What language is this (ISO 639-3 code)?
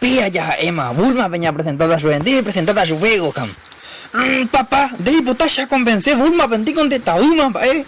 grn